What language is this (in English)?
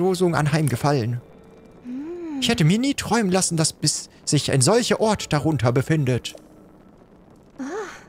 German